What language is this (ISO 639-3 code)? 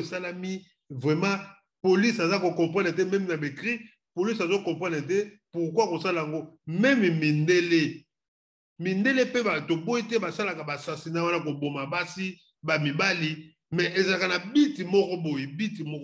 lin